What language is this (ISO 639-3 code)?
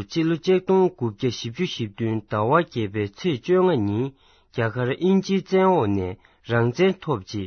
bod